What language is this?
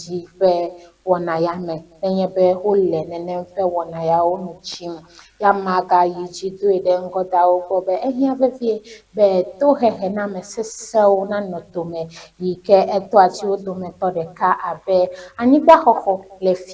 Ewe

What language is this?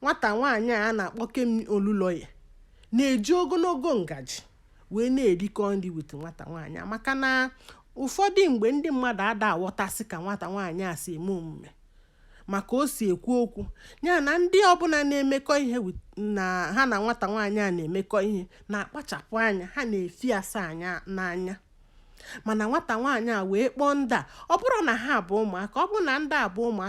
Igbo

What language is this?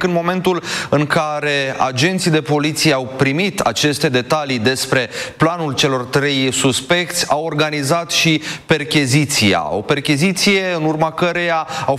Romanian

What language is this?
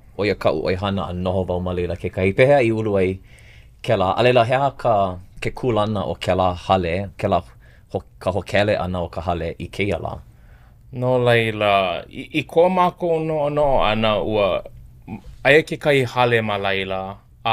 Hawaiian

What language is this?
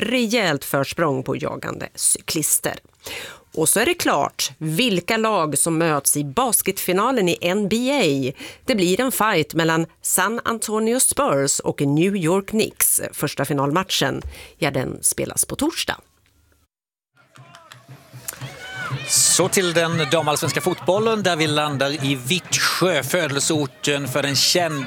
Swedish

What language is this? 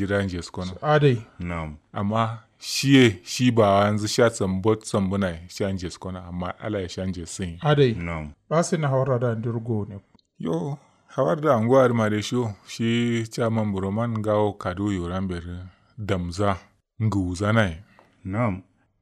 Kanuri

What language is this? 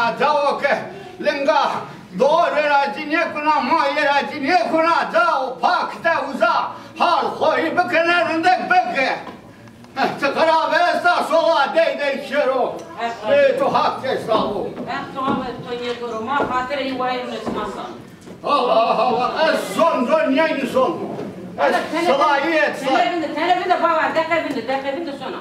Zaza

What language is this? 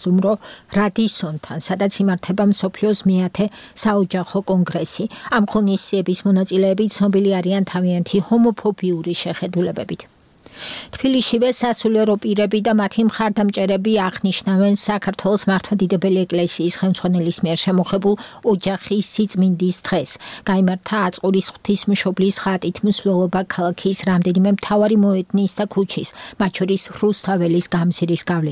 Georgian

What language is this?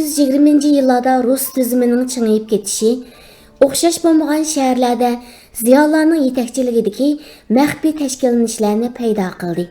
Uyghur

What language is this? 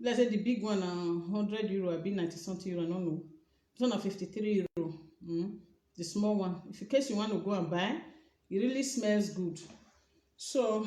Nigerian Pidgin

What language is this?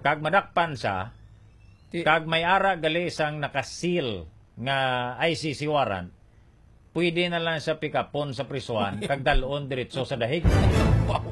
Hiligaynon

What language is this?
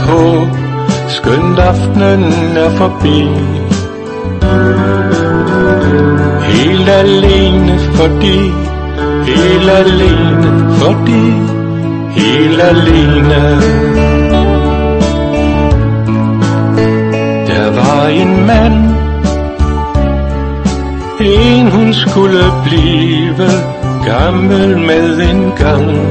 Danish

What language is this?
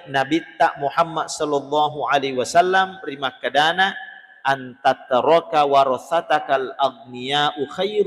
Buginese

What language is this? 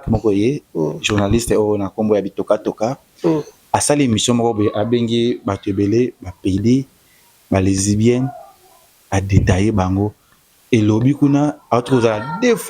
Lingala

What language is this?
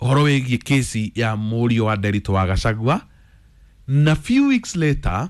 Kikuyu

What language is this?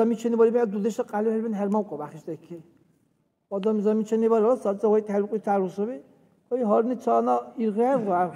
Dargwa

